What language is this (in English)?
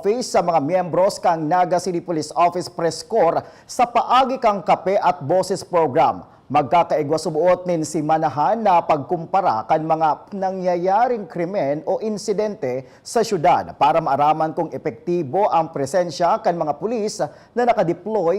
Bikol